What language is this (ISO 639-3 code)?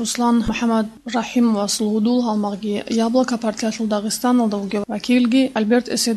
ava